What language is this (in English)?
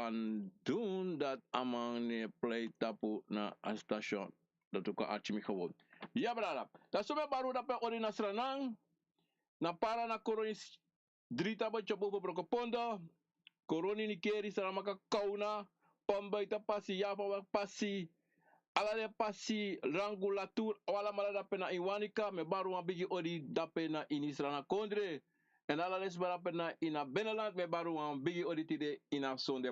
Sranan Tongo